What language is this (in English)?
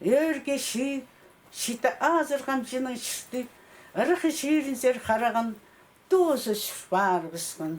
Khakas